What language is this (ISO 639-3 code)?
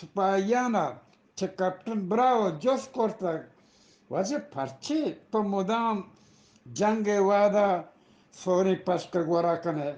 bgp